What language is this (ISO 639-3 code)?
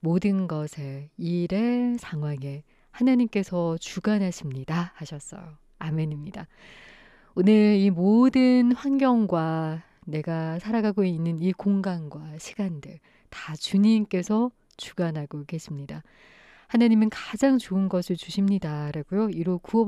kor